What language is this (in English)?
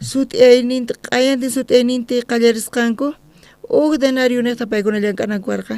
South Bolivian Quechua